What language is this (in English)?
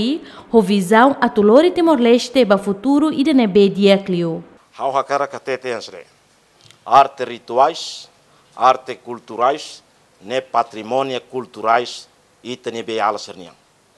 Tetum